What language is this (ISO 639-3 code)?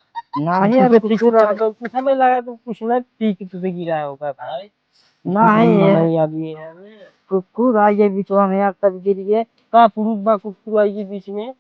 awa